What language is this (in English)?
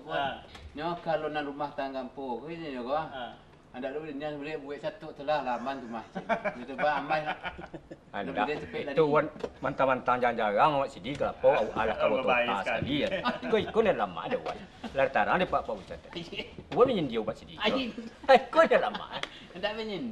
Minangkabau